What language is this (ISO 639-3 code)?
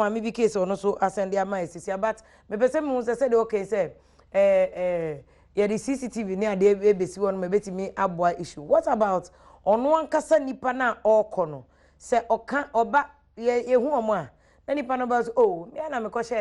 aka